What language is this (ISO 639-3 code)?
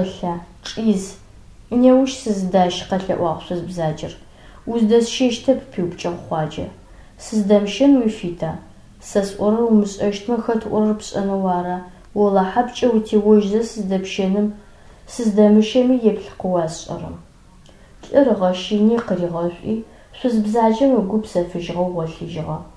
ady